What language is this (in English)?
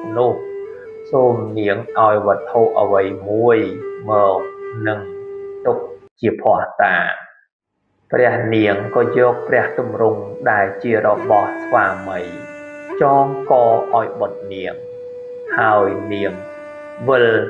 Khmer